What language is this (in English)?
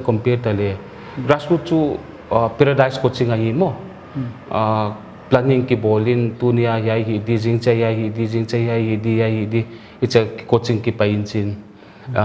Paite Chin